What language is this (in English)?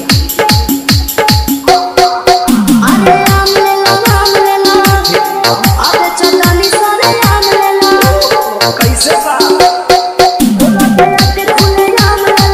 Bhojpuri